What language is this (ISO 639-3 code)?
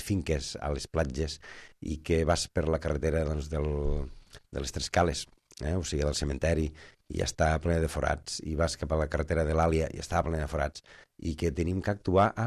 cat